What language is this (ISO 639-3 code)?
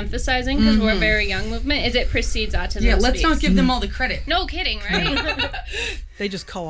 eng